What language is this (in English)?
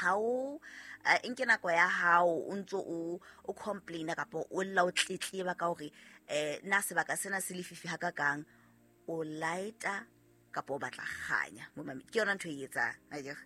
Southern Sotho